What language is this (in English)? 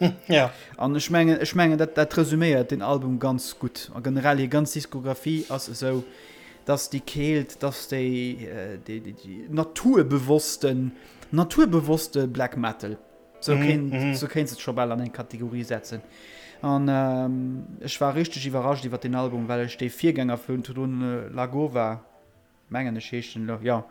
Luxembourgish